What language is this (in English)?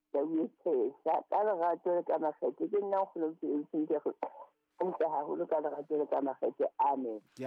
Southern Sotho